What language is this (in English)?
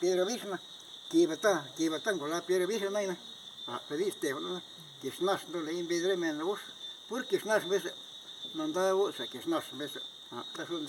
Zapotec